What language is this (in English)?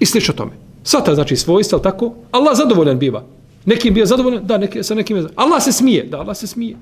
Bosnian